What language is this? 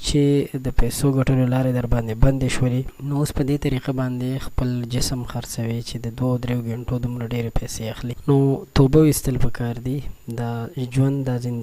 Pashto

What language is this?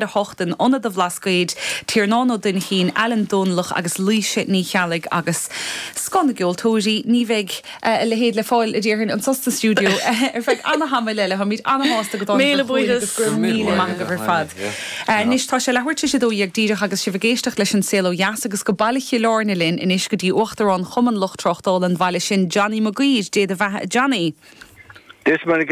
Irish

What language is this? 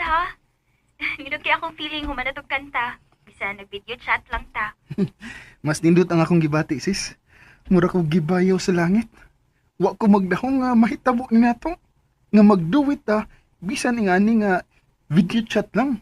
Cebuano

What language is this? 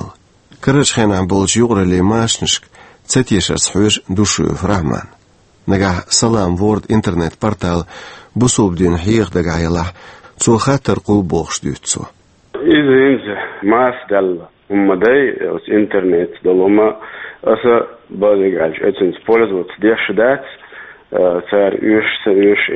Chechen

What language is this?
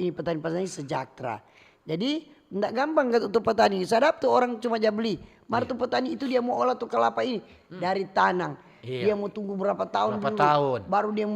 Manado Malay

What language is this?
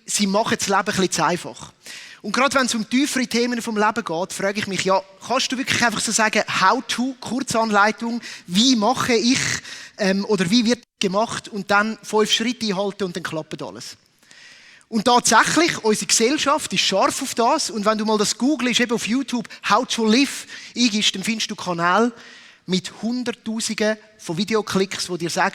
Swiss German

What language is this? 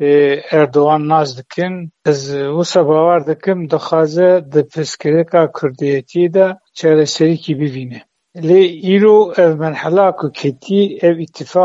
Kurdish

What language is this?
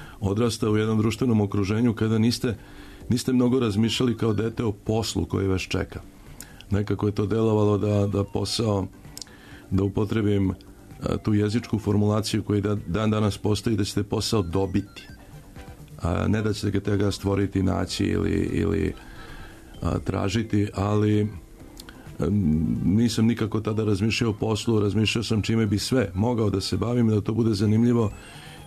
Serbian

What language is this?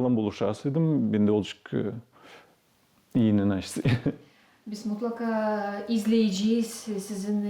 Gagauz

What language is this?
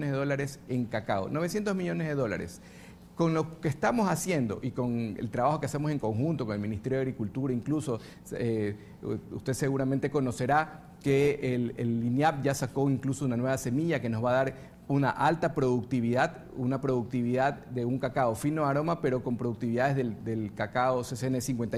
Spanish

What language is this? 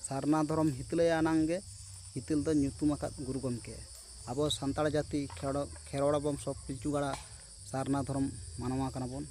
Santali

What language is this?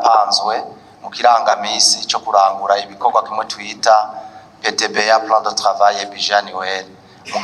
Rundi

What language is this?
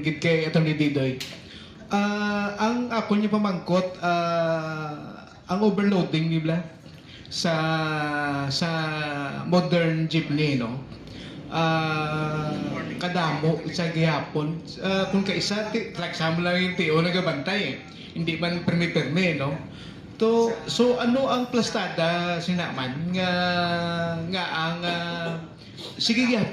Hiligaynon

